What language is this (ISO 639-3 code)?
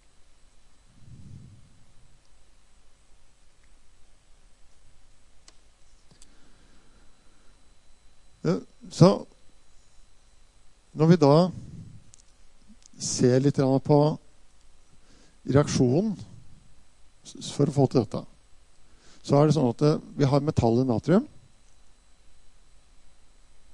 nor